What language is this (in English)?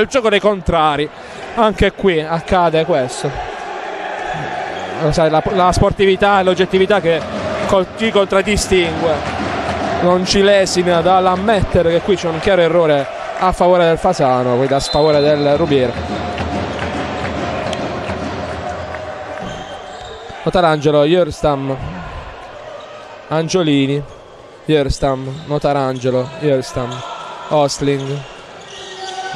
Italian